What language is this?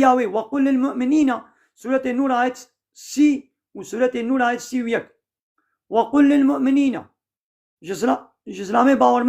Kurdish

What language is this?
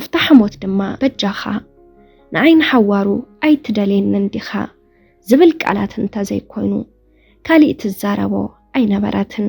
Tigrinya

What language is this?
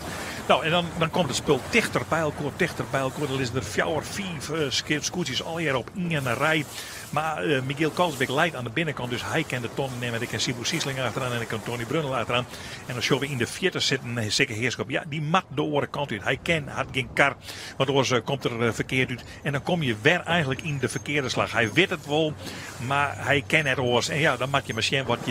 Western Frisian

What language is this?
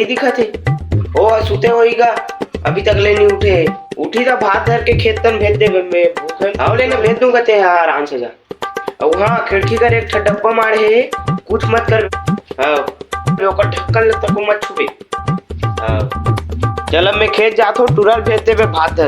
Chhattisgarhi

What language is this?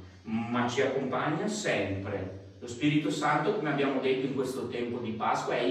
Italian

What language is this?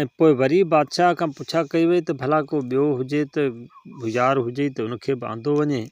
Sindhi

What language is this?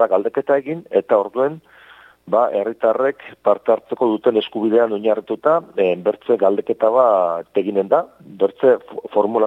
Basque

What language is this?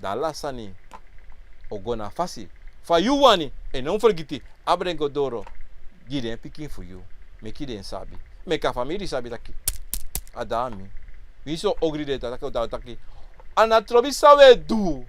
Sranan Tongo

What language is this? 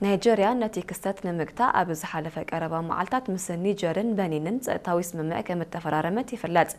Tigrinya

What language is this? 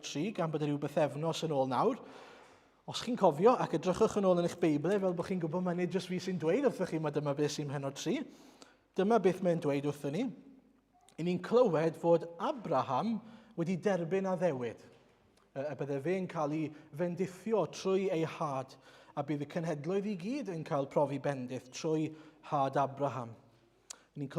Welsh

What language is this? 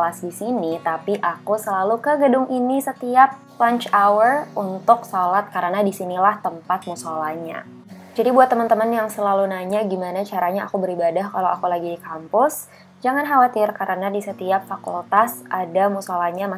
Indonesian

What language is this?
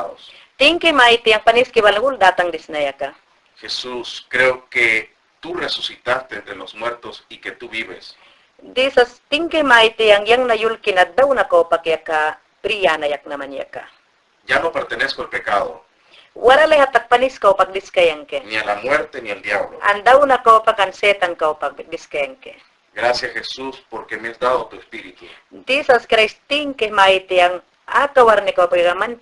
Mayangna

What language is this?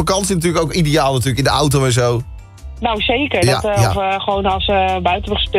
Dutch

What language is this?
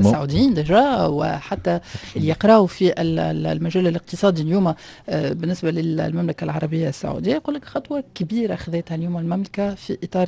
Tunisian Arabic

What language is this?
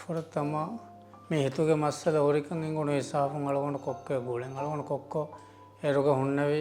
Divehi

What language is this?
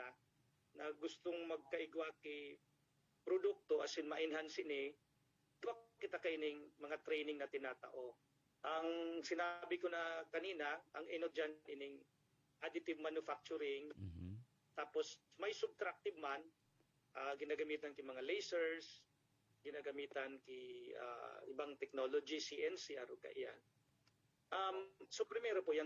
Bikol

